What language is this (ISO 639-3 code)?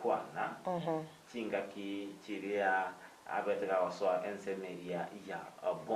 guz